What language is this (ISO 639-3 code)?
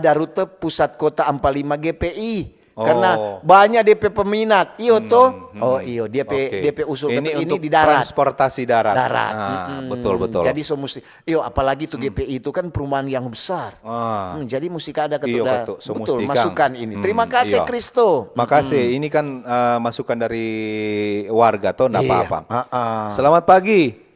xmm